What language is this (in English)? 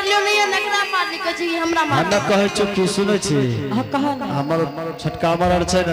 Angika